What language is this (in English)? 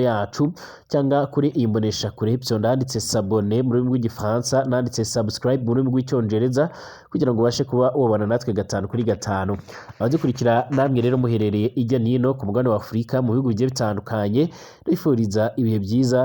Rundi